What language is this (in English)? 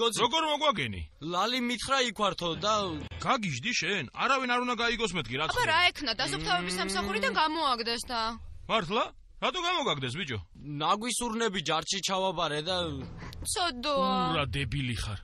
Georgian